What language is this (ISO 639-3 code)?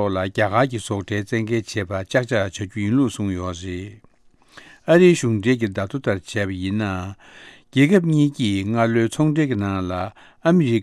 bod